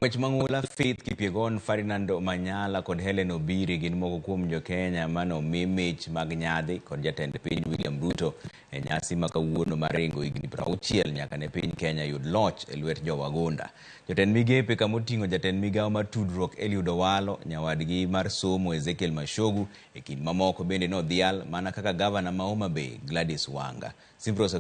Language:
Luo (Kenya and Tanzania)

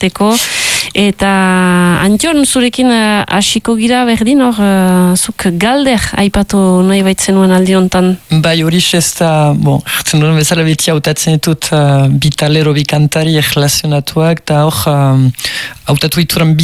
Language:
Basque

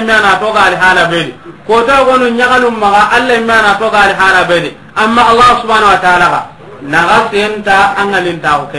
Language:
Soninke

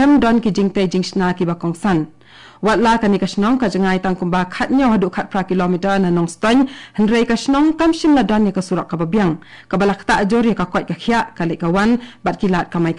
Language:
Khasi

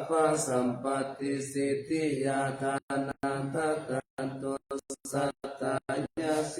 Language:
Pali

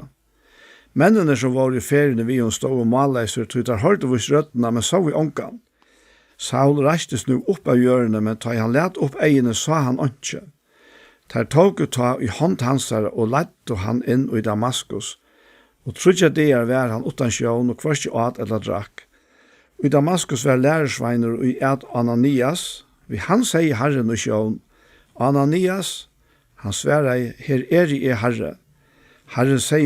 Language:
Faroese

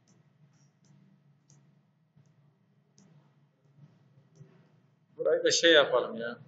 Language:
Turkish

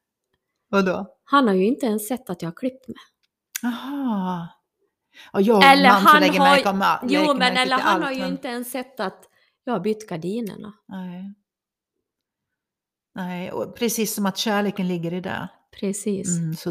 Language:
Swedish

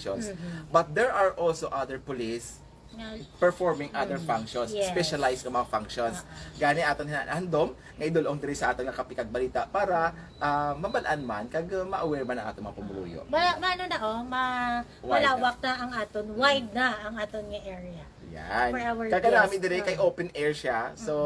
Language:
Hiligaynon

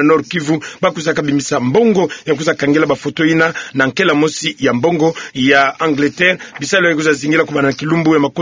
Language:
Kituba (Democratic Republic of Congo)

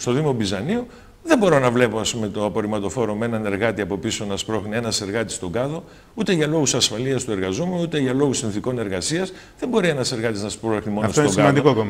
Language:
Greek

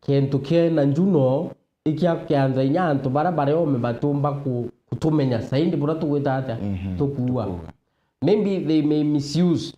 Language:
Meru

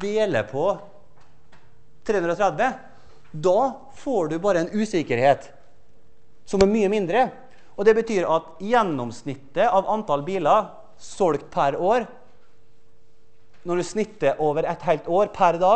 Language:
Norwegian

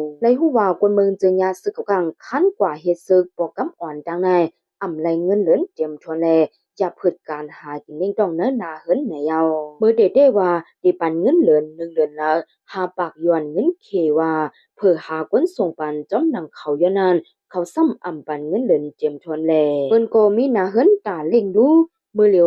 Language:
Shan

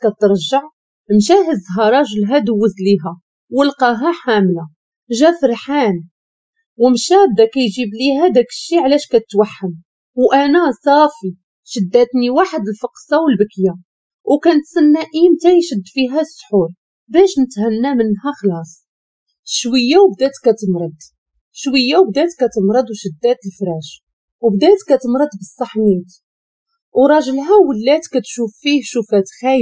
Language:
Moroccan Arabic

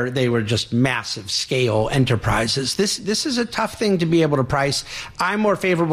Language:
English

